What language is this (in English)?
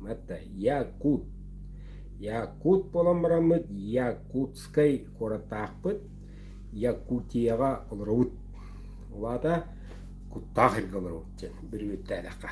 Yakut